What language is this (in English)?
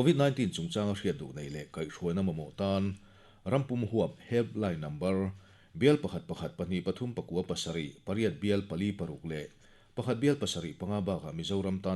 Mizo